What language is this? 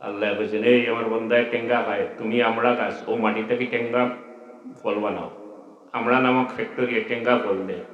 Sylheti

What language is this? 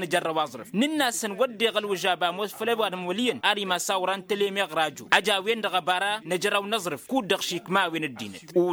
Tamasheq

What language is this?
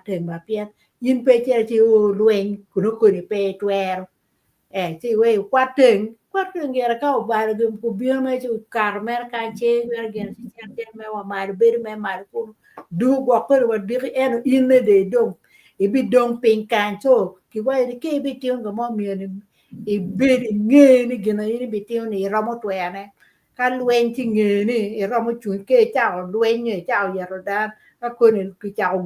Acoli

